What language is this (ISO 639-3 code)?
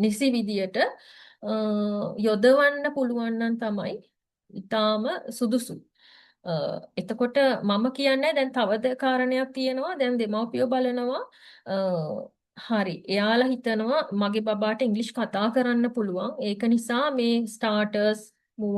sin